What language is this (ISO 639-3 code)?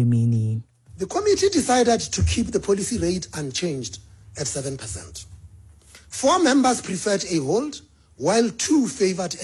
xho